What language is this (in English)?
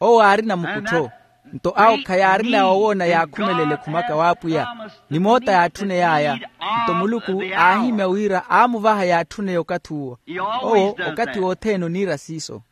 Makhuwa